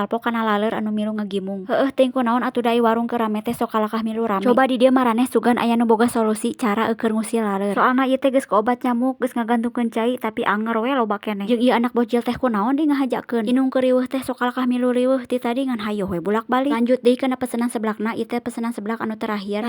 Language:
Sundanese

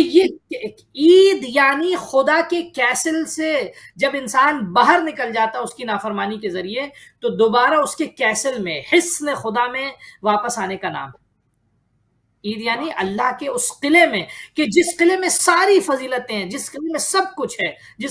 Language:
Urdu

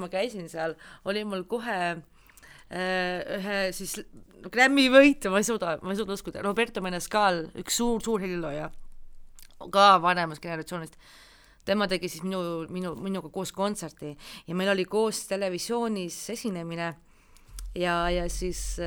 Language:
Estonian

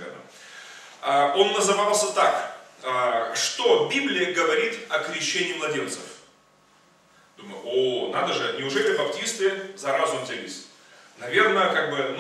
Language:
Russian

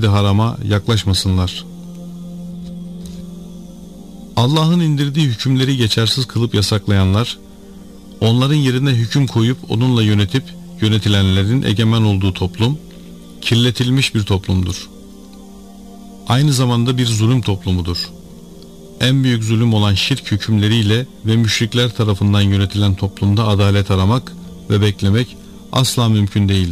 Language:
Turkish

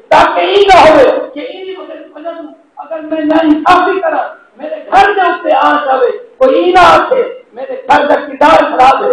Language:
Saraiki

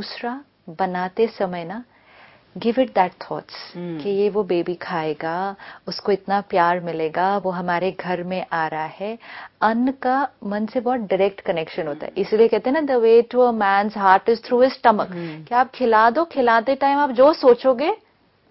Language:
Hindi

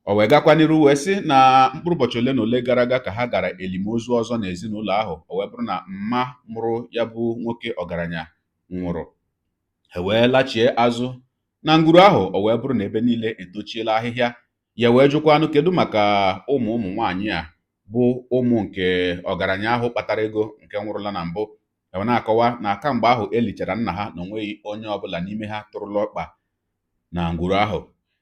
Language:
Igbo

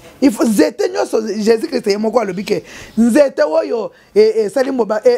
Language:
Lingala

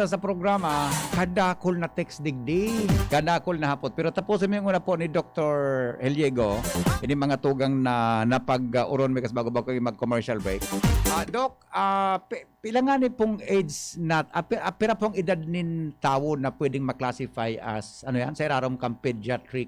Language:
Bikol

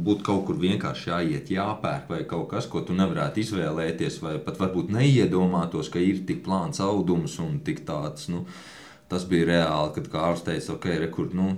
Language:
Latvian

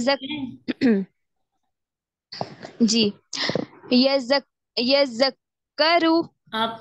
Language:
Urdu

